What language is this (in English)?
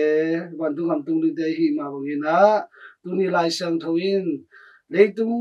Tedim Chin